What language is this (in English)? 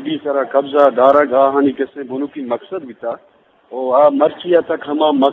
Eastern Balochi